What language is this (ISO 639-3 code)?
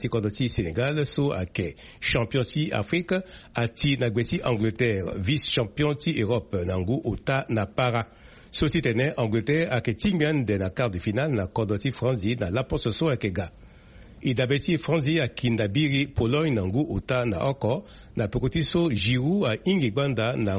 sag